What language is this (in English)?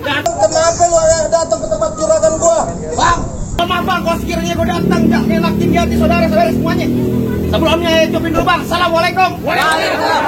Betawi